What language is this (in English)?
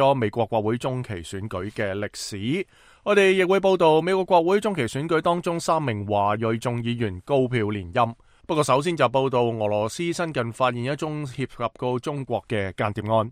Cantonese